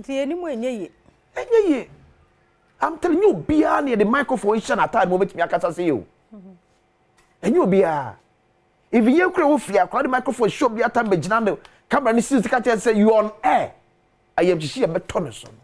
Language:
Akan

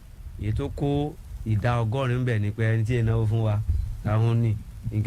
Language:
Yoruba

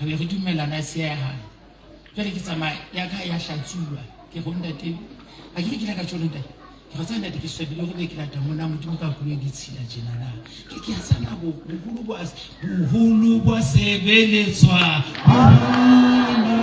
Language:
Southern Sotho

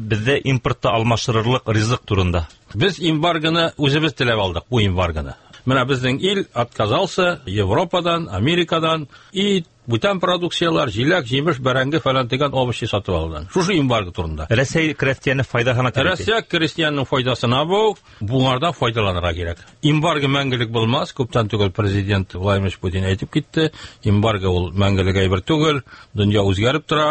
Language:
Tatar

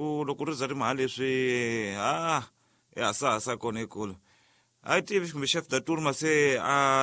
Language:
Tsonga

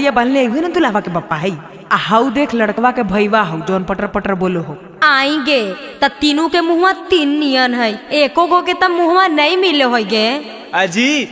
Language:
Magahi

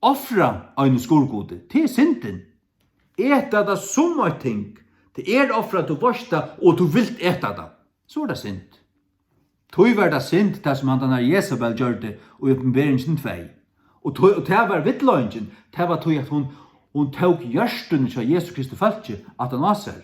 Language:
Faroese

